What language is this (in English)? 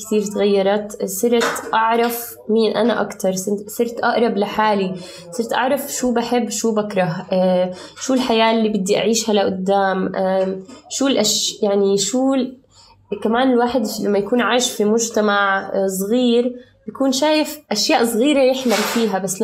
North Levantine Arabic